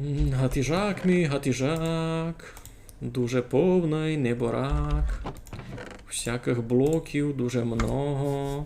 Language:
Rusyn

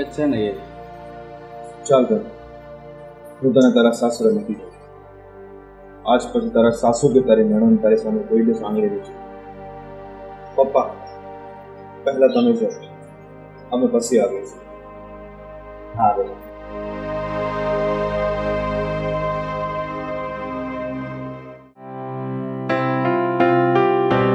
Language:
Gujarati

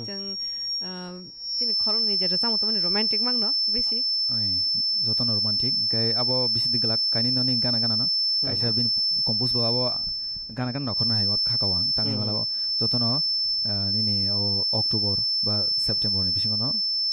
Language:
Kok Borok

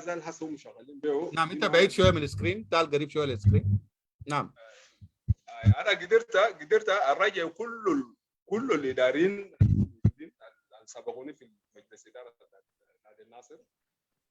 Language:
Sudanese Arabic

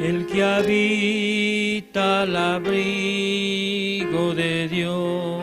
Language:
Aymara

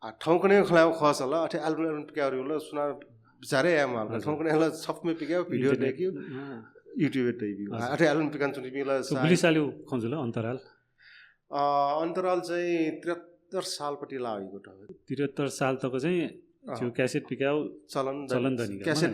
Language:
Newari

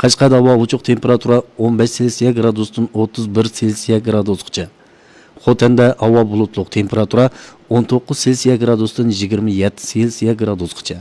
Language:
Uyghur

